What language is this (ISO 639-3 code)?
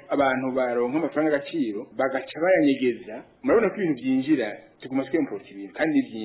run